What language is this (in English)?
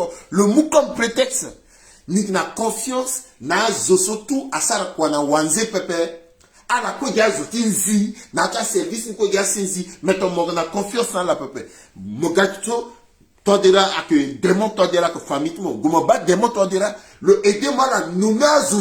Sango